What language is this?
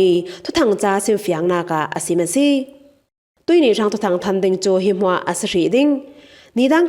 Falam Chin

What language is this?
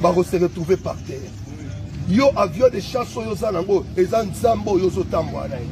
Lingala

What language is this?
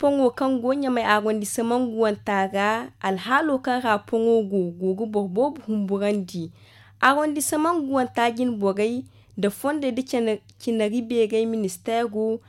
Zarma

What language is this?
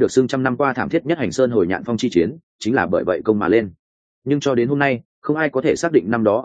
Vietnamese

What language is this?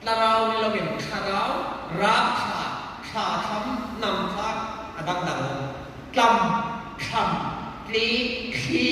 Hmar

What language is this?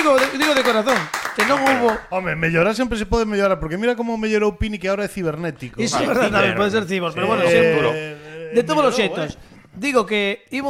Galician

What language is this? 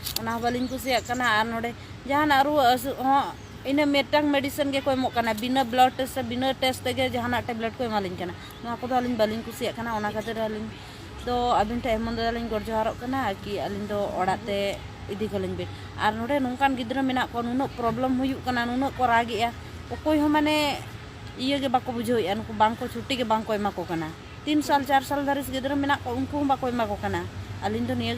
Santali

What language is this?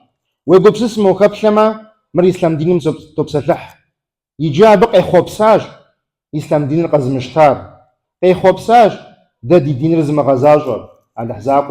Kabardian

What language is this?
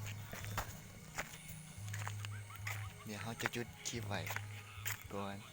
Lao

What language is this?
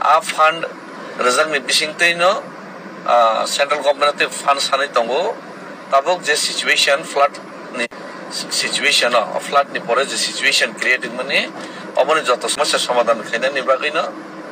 Kok Borok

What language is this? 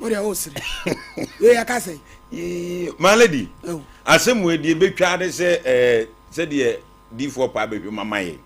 Akan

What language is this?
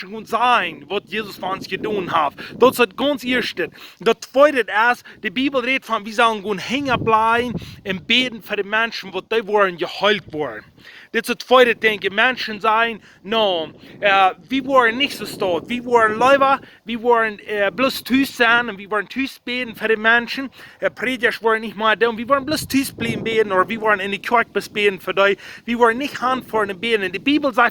Plautdietsch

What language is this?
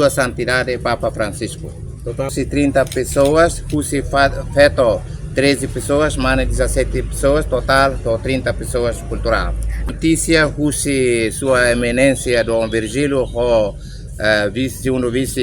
Tetum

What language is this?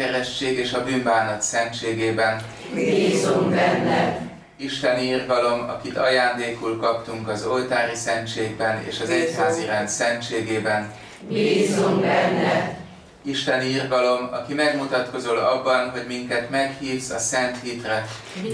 Hungarian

